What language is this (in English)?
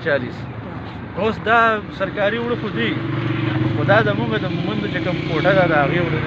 Pashto